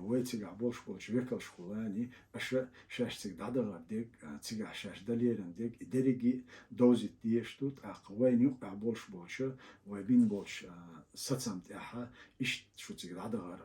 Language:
Chechen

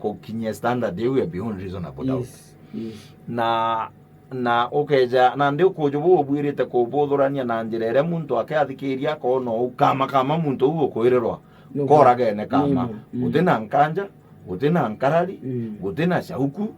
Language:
Meru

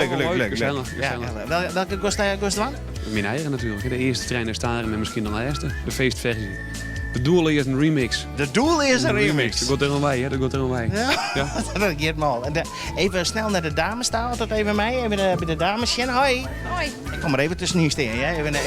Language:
Western Frisian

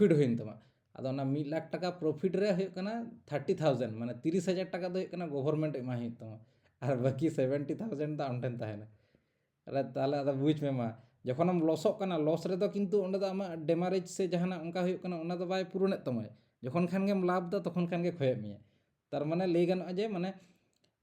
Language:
Santali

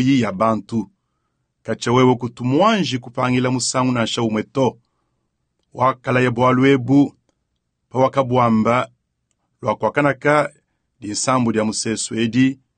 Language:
Luba-Lulua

